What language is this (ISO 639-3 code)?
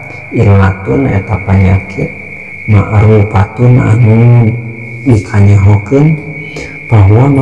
sun